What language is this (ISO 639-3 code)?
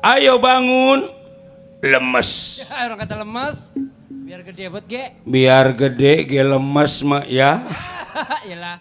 bew